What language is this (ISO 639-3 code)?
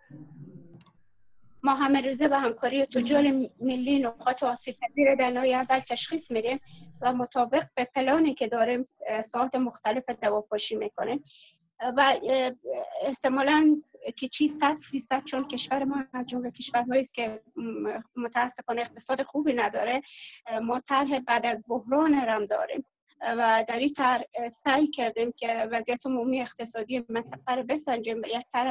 fas